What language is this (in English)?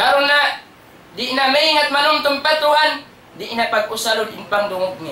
Tausug